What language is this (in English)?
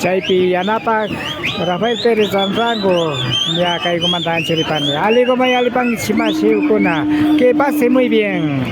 Imbabura Highland Quichua